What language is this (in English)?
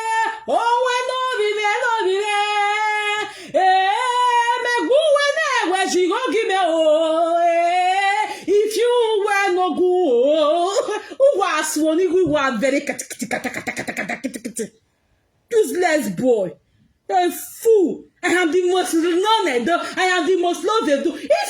Nigerian Pidgin